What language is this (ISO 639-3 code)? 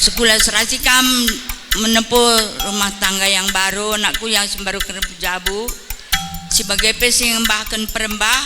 btx